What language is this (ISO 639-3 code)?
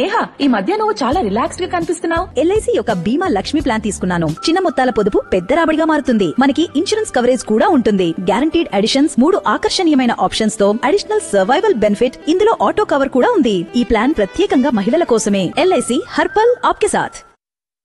tel